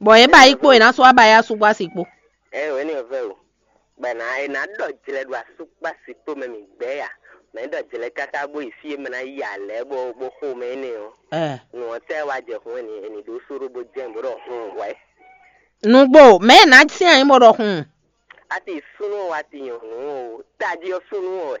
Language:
Fon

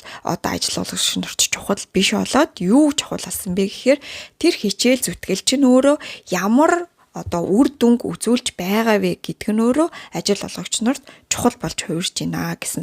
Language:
Mongolian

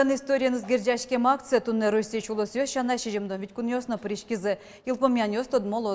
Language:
Udmurt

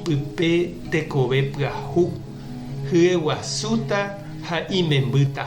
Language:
Guarani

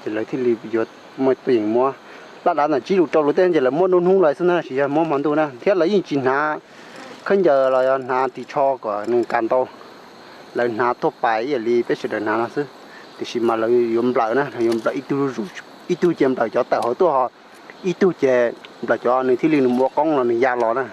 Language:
Hmong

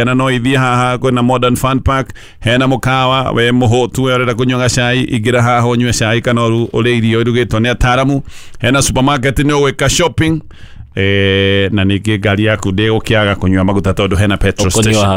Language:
Kikuyu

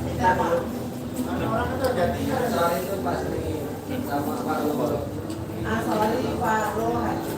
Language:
Banjar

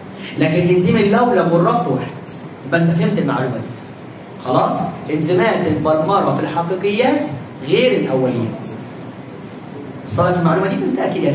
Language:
Egyptian Arabic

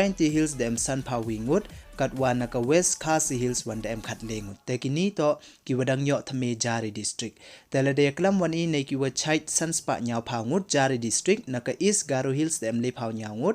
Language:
Pnar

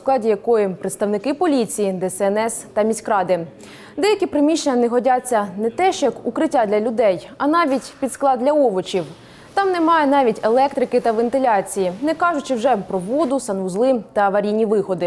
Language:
Ukrainian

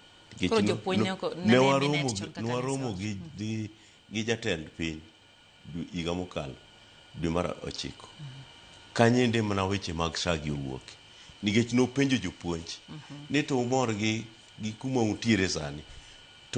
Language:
Luo (Kenya and Tanzania)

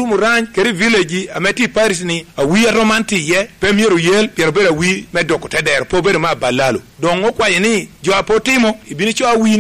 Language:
Lango (Uganda)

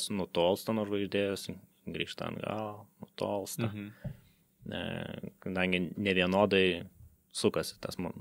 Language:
Lithuanian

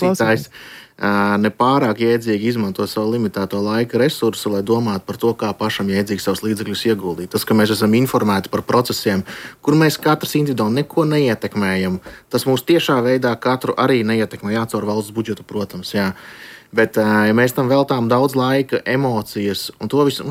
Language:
Latvian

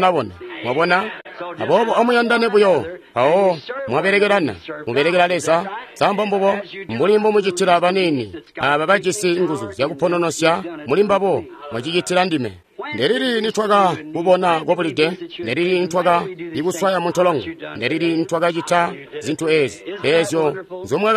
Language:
Tonga (Zambia)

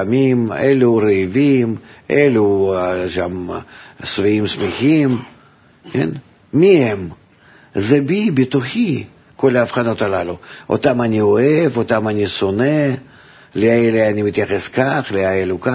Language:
Hebrew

